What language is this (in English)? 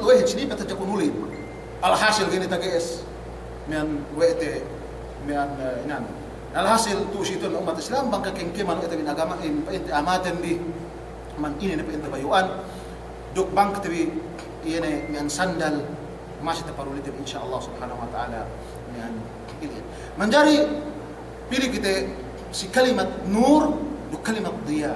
Yakan